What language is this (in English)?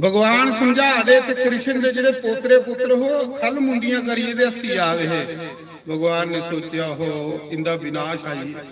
Dogri